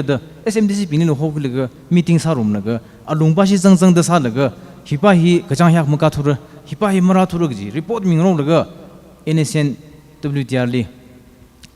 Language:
Tangkhul Naga (India)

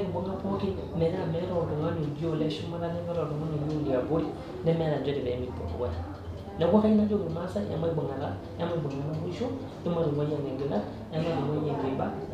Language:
Masai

